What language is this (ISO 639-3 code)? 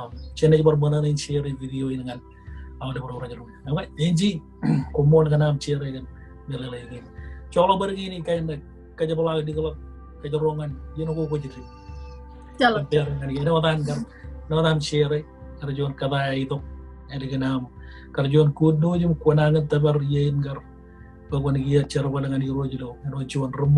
mah